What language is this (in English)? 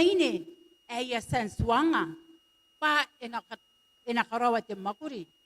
Gilbertese